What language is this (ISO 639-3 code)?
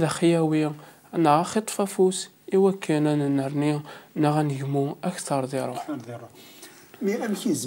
kab